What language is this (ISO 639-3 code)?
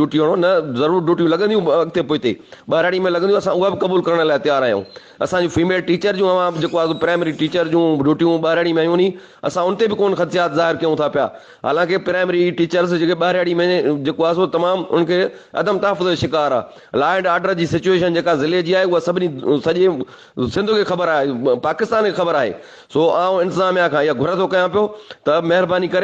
snd